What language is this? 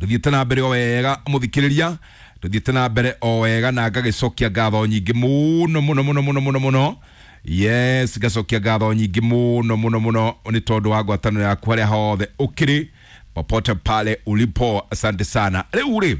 Kikuyu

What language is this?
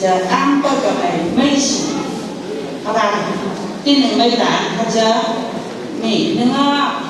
Phom Naga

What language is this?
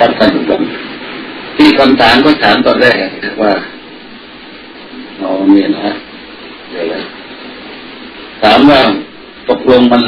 Thai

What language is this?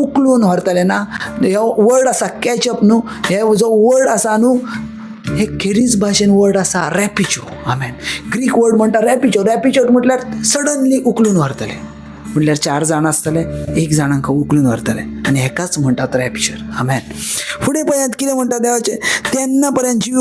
Konkani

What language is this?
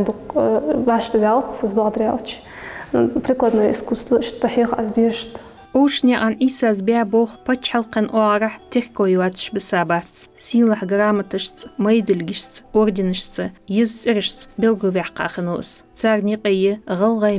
Ingush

